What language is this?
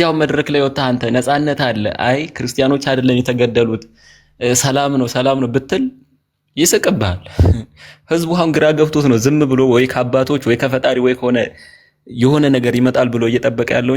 Amharic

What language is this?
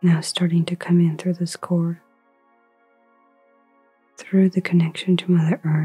English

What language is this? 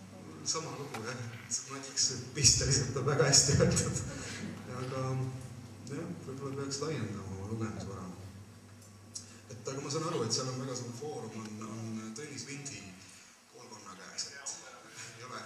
Estonian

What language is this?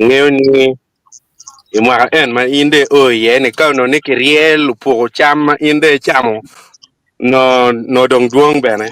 Acoli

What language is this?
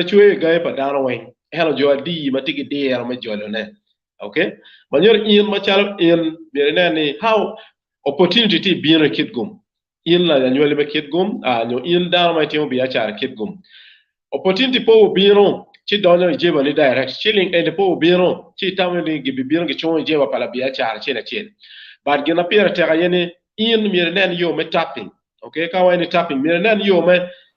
Acoli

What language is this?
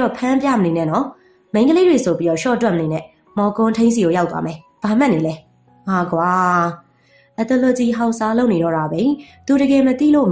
Burmese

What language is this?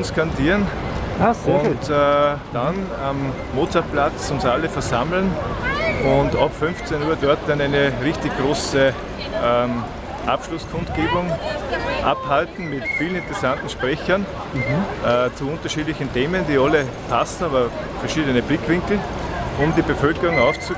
German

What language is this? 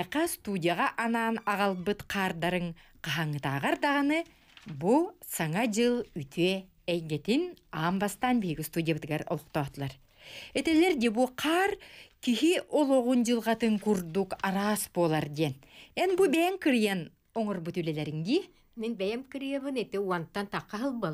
Yakut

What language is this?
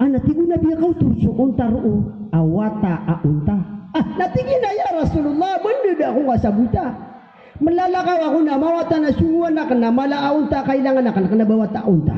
Maranao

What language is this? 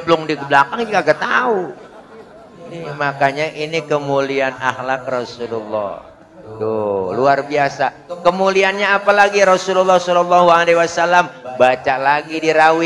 Betawi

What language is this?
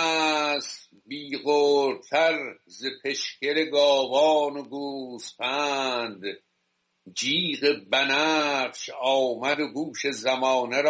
Persian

